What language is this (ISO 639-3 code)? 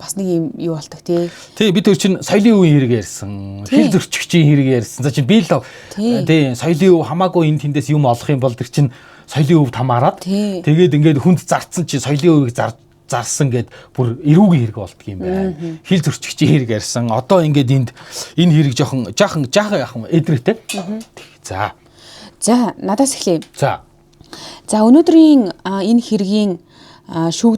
mon